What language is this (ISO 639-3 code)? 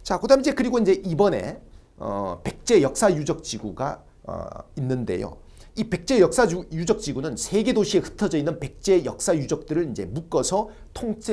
kor